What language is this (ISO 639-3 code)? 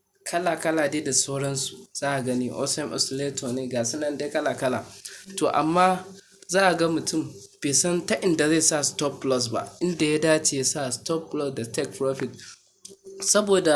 hau